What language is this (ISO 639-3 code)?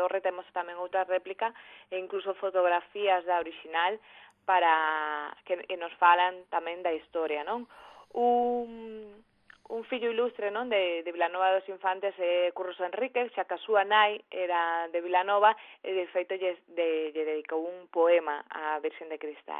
glg